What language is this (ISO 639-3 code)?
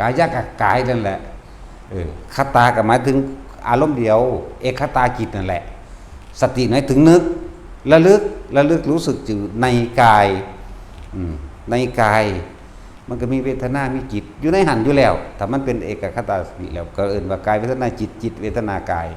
lao